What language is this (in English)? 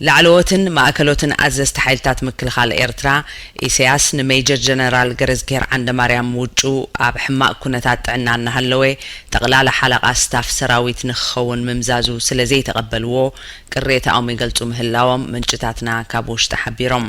Tigrinya